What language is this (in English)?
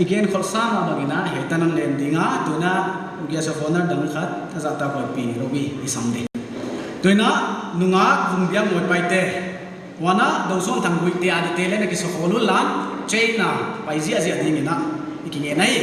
Paite Chin